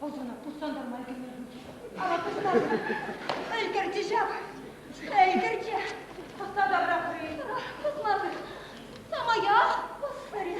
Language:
Chuvash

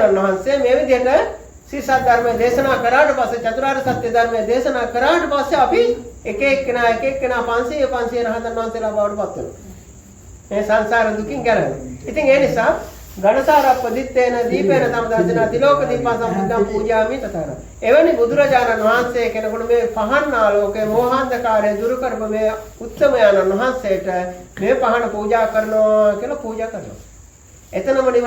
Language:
Sinhala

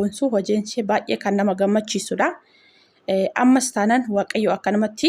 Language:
Oromo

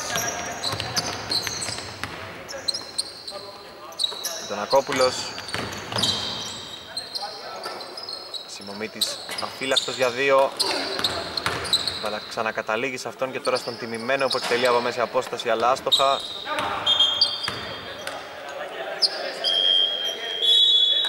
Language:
Greek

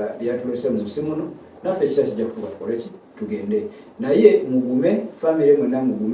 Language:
Ganda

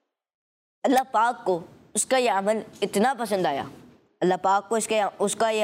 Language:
Hindi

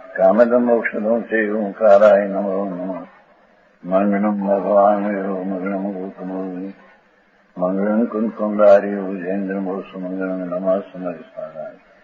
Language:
Gujarati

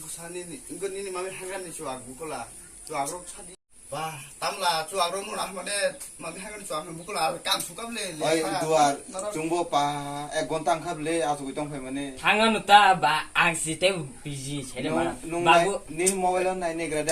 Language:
Kok Borok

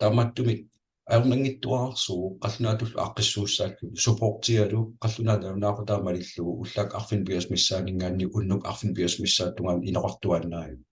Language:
Kalaallisut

